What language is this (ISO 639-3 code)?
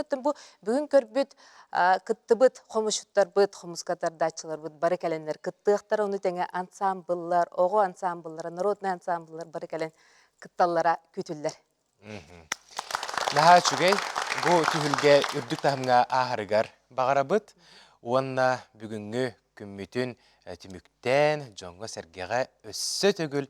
sah